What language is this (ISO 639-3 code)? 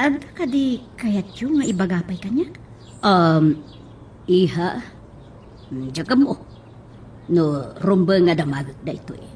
ilo